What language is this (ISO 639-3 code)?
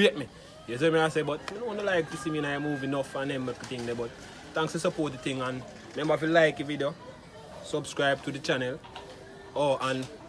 jam